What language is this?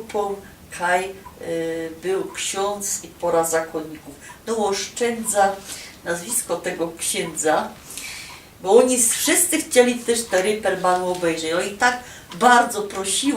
Silesian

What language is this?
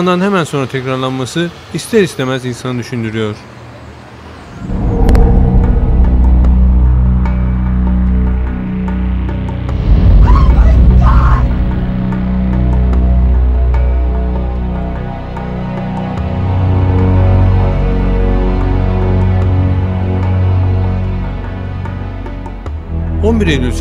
Turkish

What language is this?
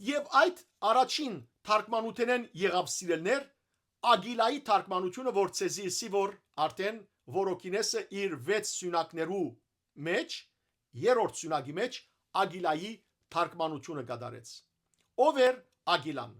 Western Armenian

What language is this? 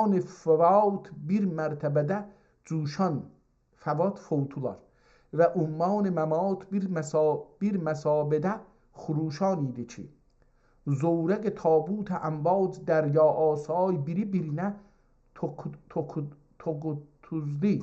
South Azerbaijani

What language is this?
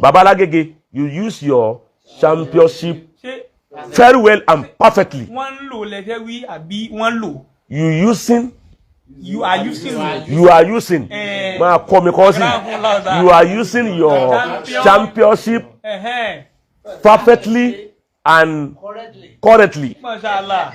Yoruba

